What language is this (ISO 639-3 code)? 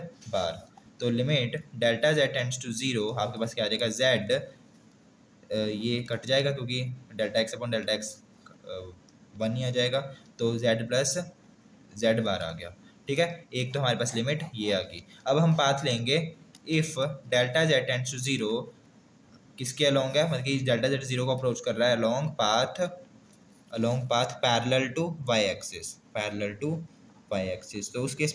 hin